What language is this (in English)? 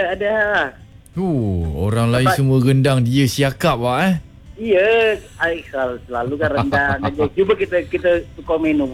Malay